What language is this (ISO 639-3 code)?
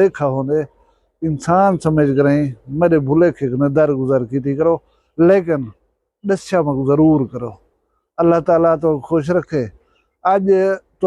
skr